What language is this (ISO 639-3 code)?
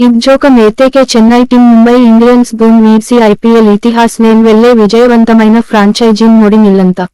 gon